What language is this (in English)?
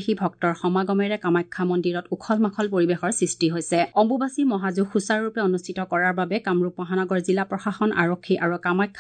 Assamese